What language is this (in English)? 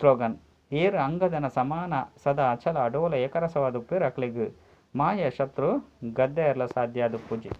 Tulu